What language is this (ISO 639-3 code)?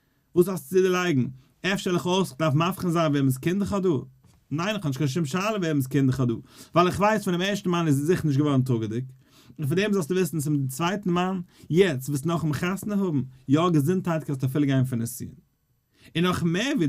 yid